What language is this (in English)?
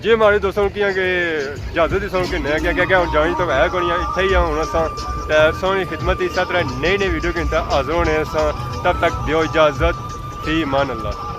Pahari-Potwari